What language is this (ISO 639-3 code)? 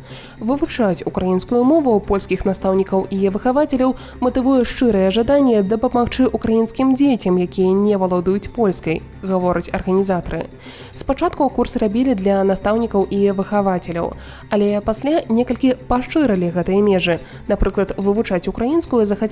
bel